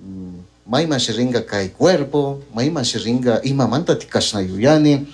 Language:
Chimborazo Highland Quichua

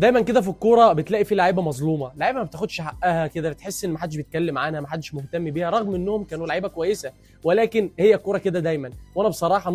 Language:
Egyptian Arabic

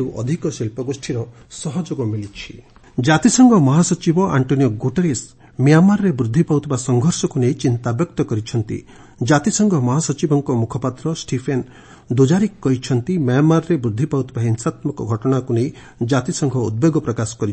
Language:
Odia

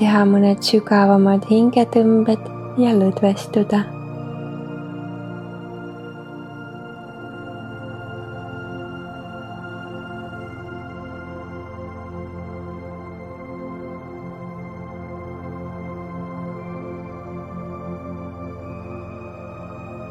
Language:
Estonian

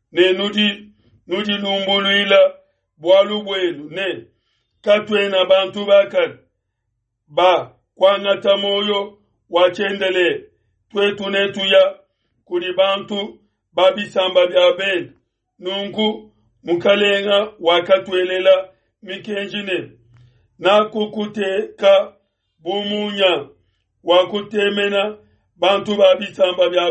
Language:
Luba-Lulua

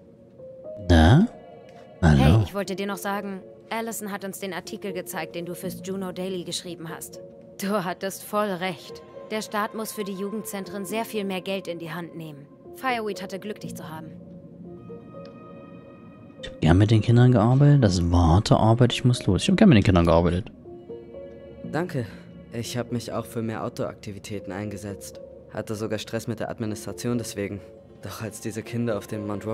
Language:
German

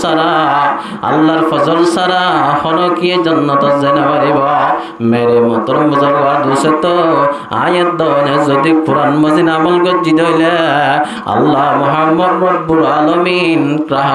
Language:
Rohingya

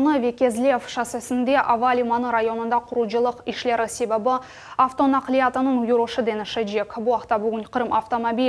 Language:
Crimean Tatar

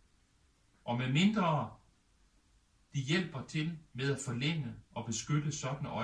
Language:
Danish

